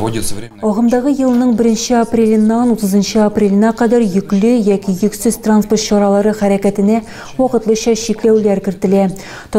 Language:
Tatar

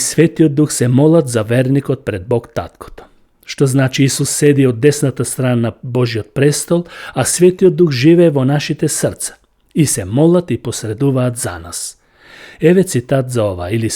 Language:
Macedonian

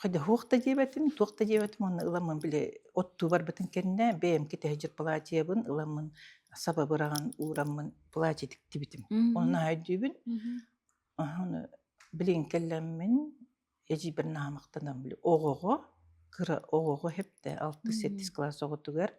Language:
Yakut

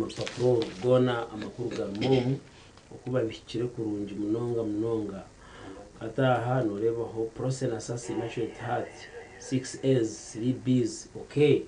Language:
Nyankole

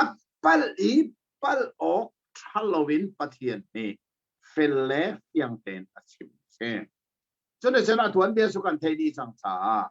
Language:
Hakha Chin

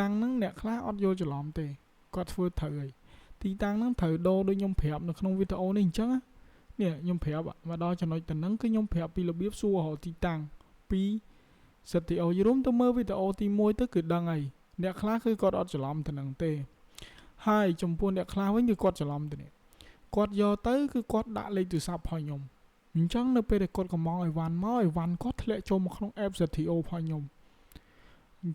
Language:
Khmer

